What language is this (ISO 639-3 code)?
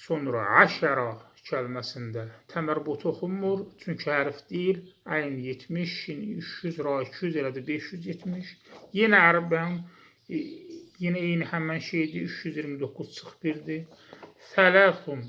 aze